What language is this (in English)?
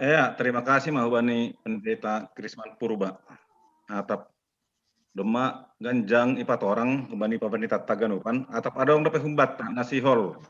Batak Simalungun